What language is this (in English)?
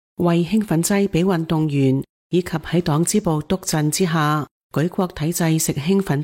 Cantonese